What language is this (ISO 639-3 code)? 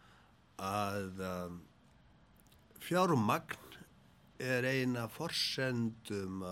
isl